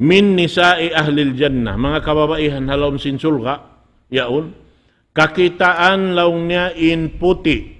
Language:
Tausug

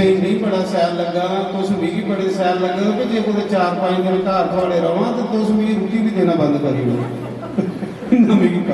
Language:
Dogri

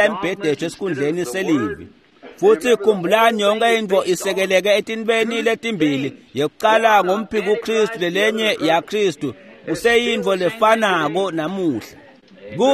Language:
Swati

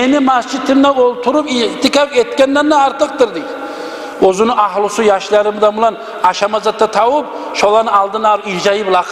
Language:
Kumyk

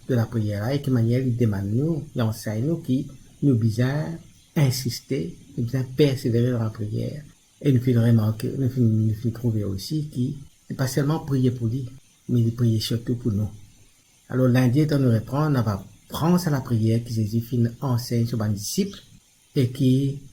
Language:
Morisyen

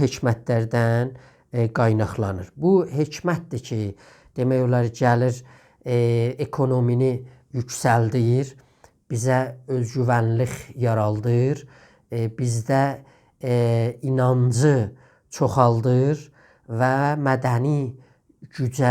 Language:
South Azerbaijani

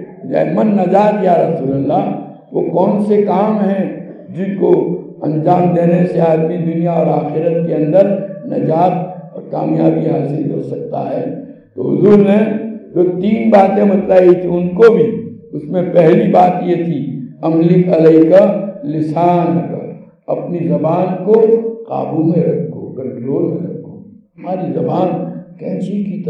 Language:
Urdu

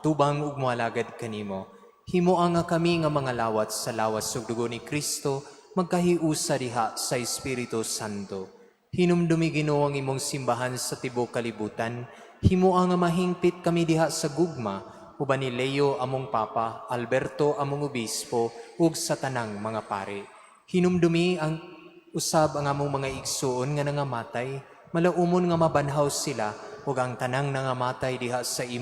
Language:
Cebuano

